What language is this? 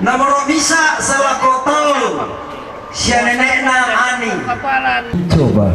Toraja-Sa'dan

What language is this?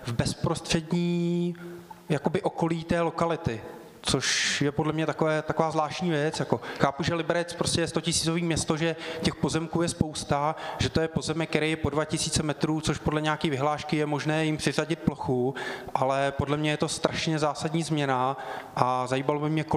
Czech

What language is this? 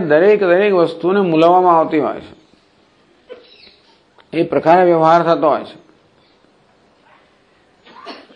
Gujarati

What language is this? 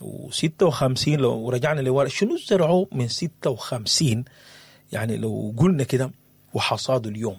Sudanese Arabic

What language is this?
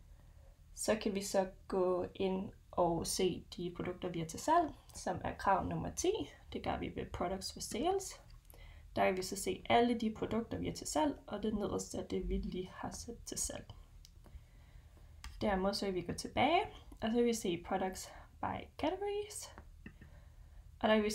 Danish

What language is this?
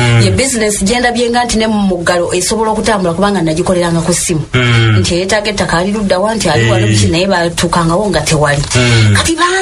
Ganda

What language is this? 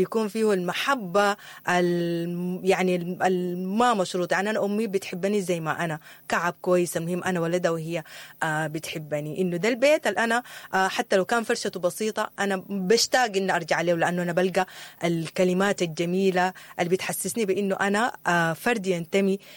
Sudanese Arabic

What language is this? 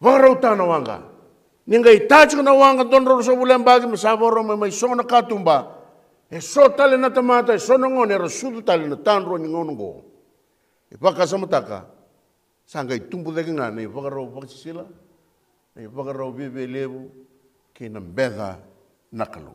Fijian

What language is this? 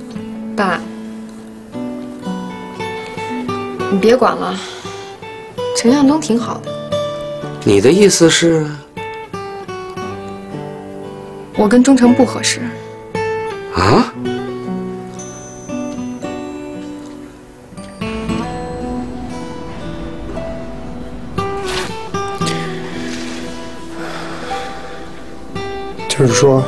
Chinese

